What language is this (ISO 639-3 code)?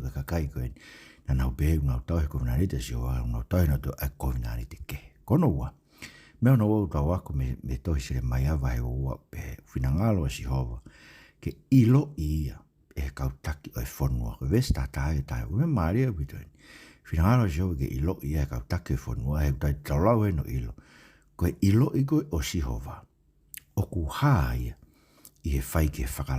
ton